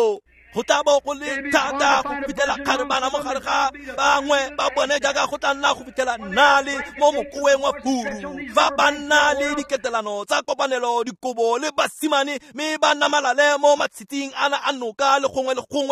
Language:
Tswana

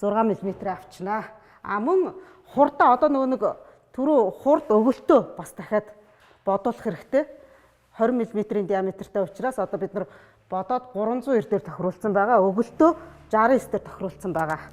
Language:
Mongolian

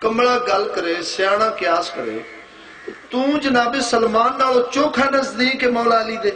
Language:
Saraiki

